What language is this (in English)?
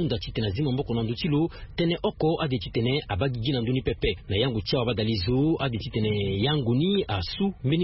Sango